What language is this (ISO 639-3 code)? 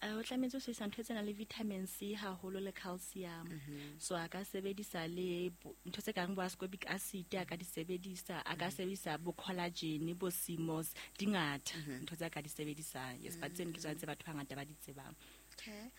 sot